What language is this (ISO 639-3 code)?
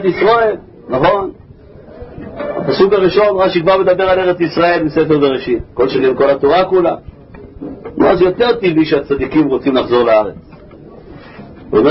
heb